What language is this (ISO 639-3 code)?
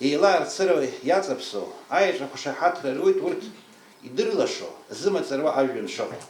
abk